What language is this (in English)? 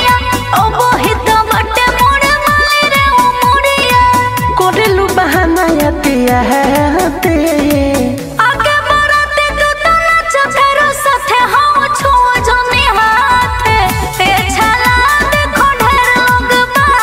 Bhojpuri